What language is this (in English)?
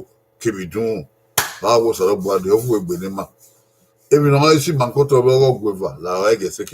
Bini